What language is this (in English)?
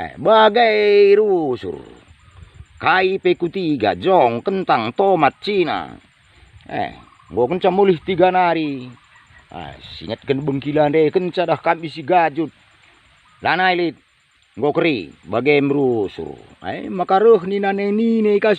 Batak Karo